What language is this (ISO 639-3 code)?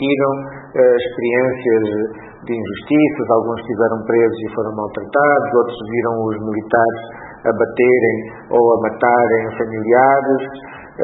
por